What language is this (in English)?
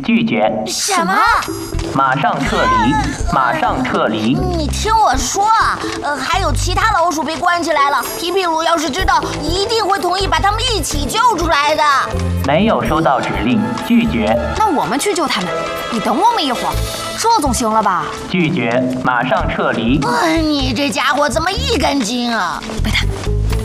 Chinese